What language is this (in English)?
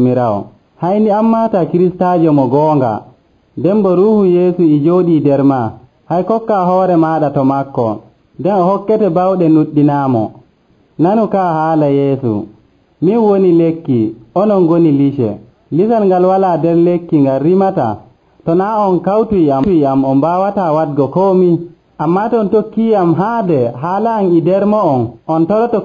Nigerian Fulfulde